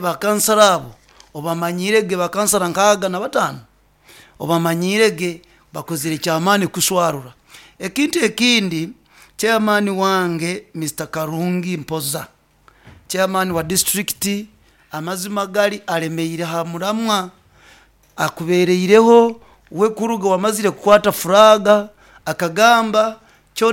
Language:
Nyankole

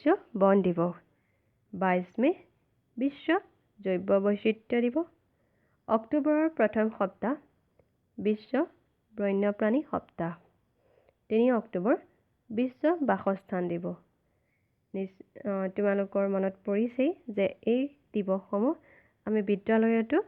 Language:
Assamese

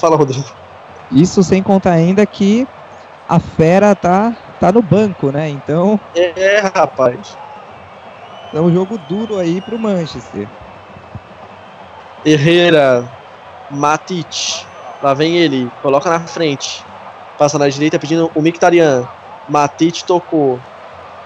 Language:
Portuguese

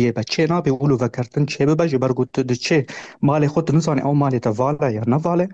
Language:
Kurdish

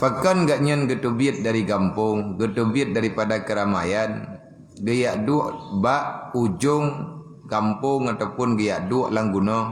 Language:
Achinese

